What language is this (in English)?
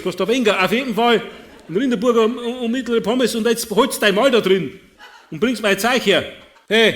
Bavarian